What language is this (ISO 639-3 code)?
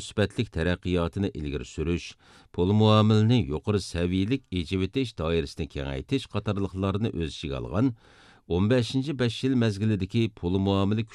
uig